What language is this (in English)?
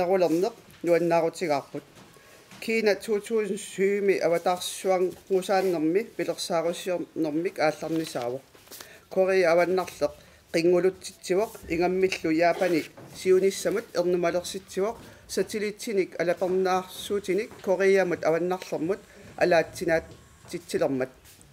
Kalaallisut